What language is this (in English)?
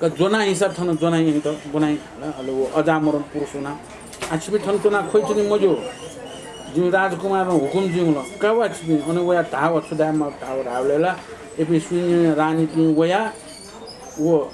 Newari